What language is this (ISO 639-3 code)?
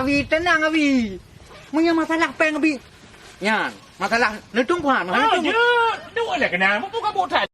ace